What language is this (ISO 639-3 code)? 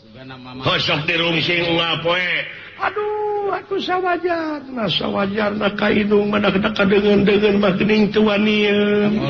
sun